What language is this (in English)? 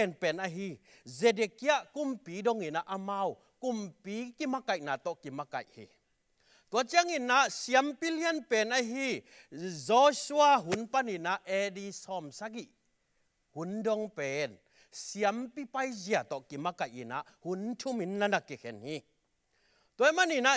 Tedim Chin